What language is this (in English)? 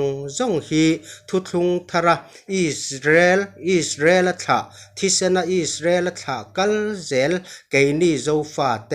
Mizo